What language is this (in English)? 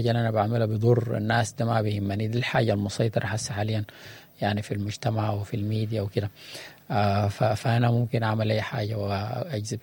Sudanese Arabic